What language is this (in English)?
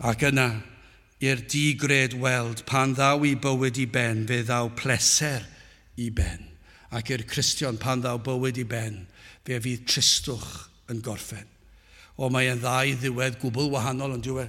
Welsh